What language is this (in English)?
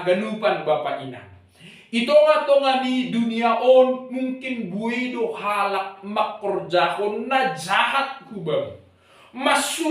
Batak Simalungun